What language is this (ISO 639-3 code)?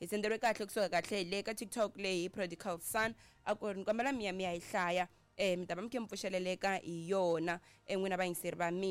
tso